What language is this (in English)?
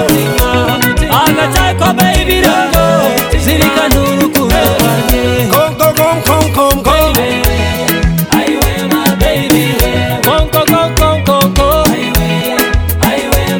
Kinyarwanda